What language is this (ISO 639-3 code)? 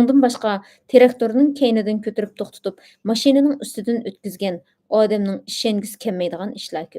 uig